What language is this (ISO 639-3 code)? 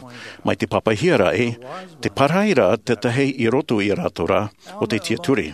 tah